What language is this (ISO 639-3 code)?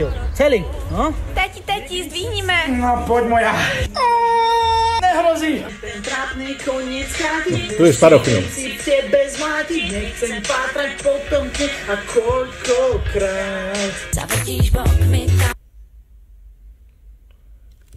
slk